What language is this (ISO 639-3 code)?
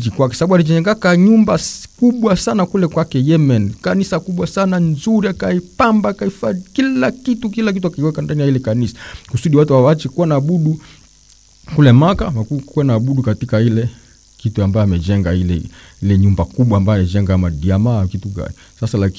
swa